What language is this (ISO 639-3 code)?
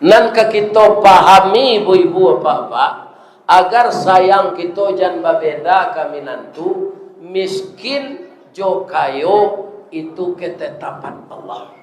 min